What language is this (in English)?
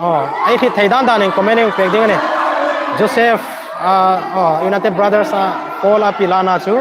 Hmar